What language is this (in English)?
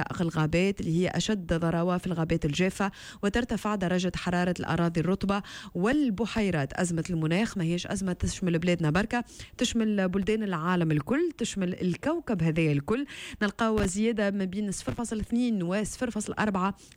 Tunisian Arabic